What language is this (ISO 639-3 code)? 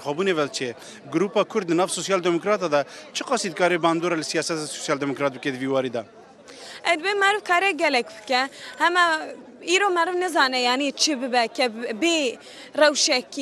kur